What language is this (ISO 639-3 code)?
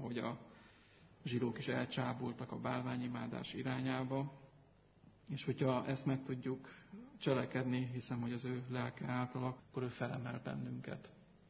hun